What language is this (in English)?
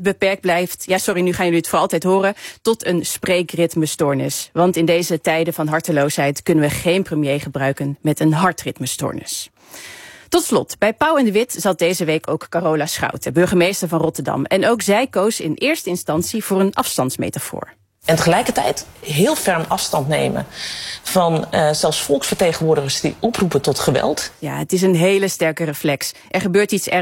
Dutch